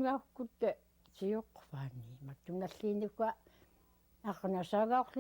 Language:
Central Yupik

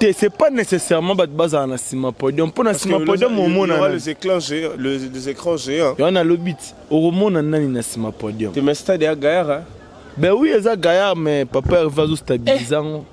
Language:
Lingala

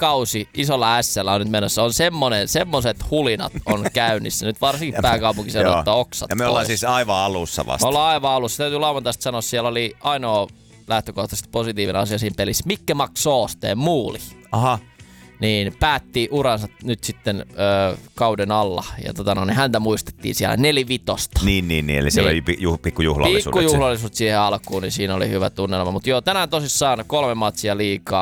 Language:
Finnish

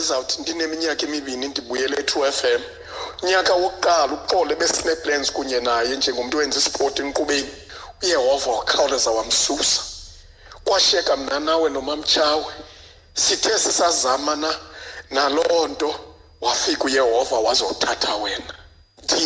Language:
Xhosa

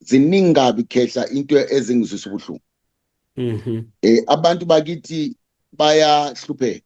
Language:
Zulu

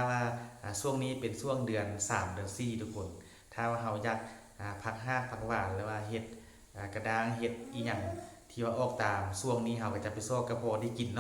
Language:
Lao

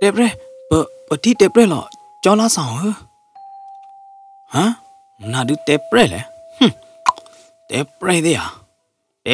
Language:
S'gaw Karen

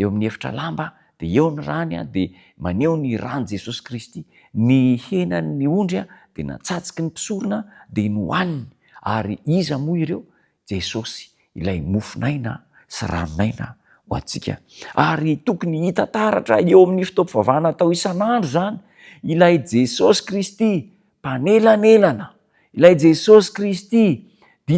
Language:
Malagasy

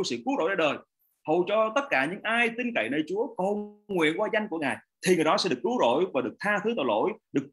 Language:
Vietnamese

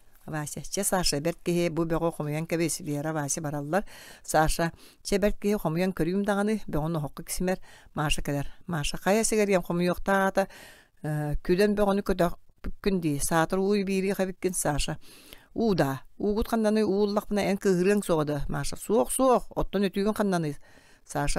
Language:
Yakut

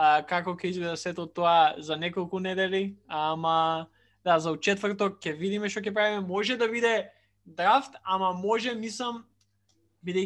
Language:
Macedonian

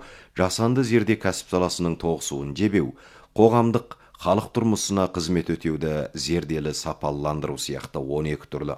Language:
Kazakh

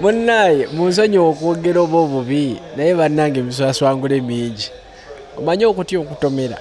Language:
Ganda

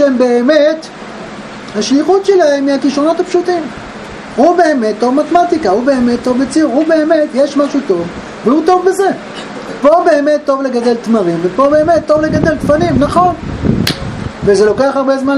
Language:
Hebrew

